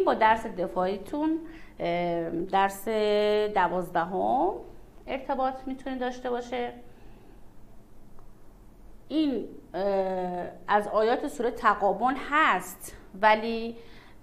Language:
Persian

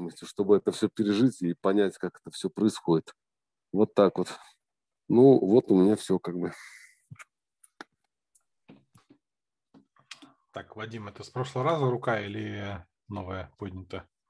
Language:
Russian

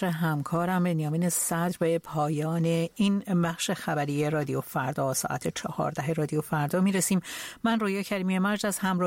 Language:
Persian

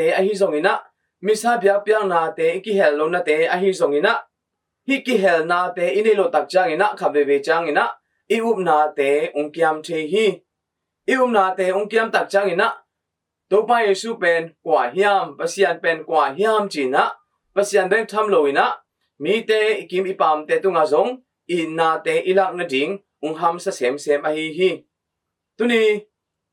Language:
Tedim Chin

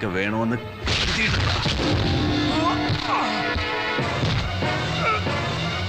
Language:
Malayalam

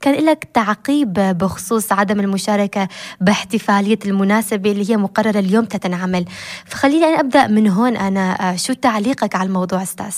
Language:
North Levantine Arabic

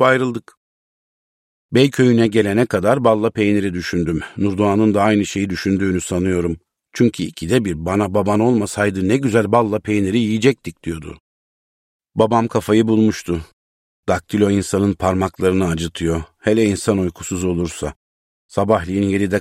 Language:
Turkish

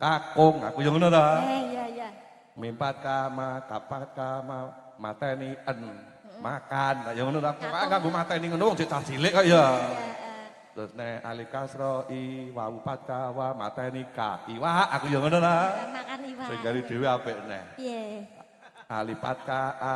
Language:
Javanese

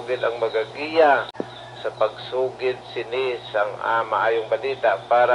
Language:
Hiligaynon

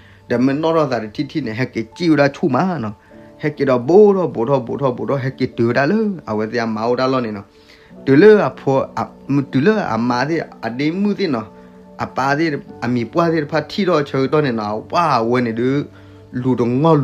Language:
S'gaw Karen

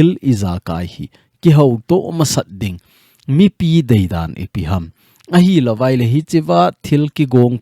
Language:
Thado Chin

